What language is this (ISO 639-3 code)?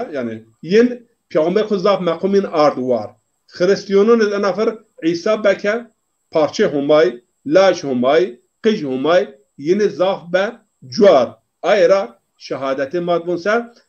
zza